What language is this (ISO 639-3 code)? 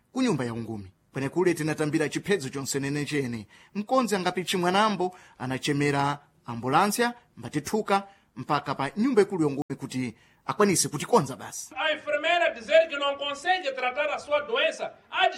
seh